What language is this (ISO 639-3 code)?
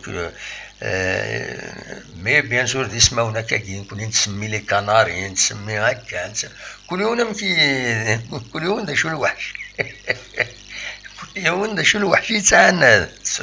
kab